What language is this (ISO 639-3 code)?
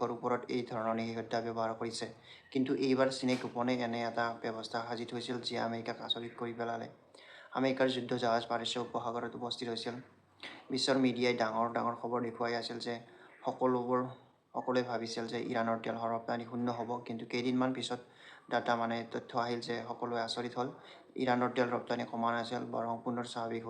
asm